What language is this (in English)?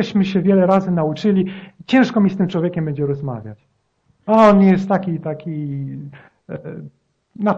Polish